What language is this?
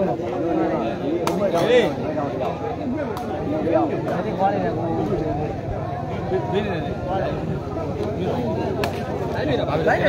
Burmese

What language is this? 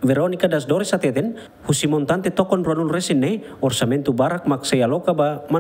Tetum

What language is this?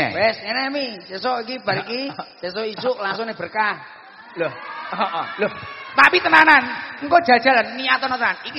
Javanese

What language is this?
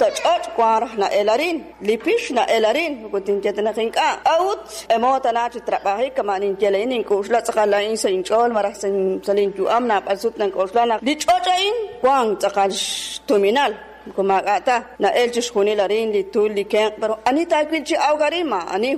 Kekchí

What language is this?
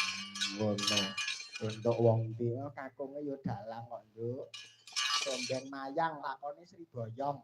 Javanese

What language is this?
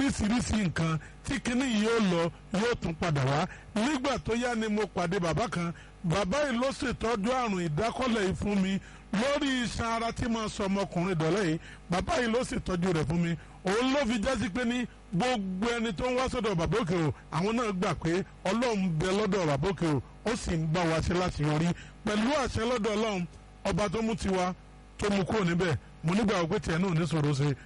Yoruba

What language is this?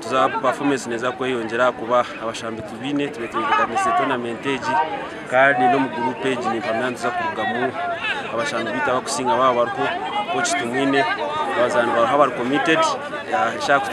Nyankole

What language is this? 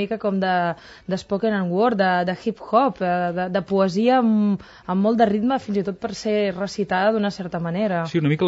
Catalan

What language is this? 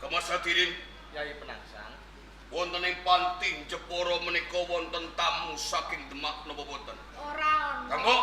Javanese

